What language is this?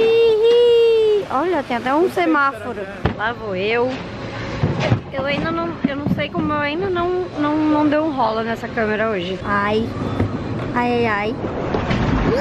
Portuguese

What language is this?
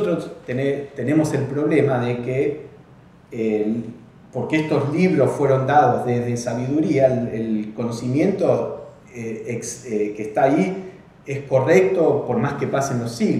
Spanish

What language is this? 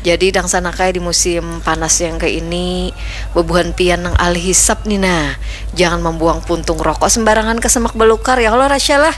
Banjar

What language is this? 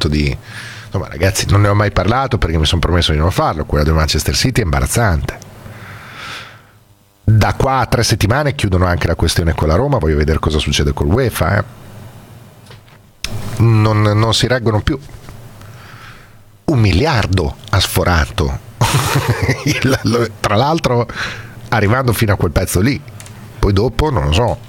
Italian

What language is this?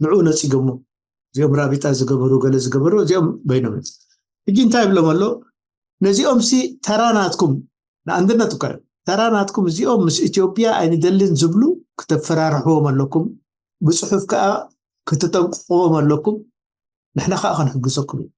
Tigrinya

